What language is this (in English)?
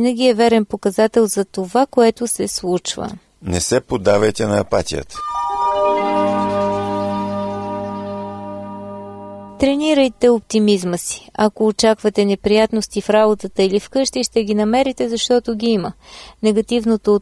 Bulgarian